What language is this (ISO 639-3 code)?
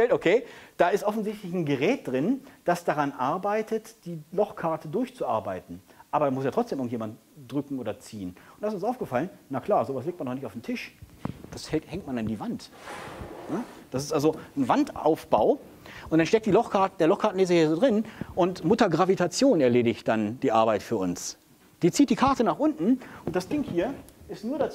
deu